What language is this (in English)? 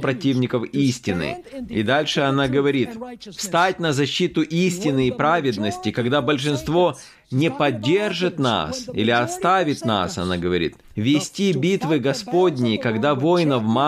Russian